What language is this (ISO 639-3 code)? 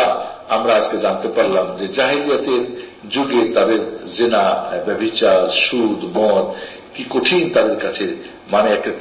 ben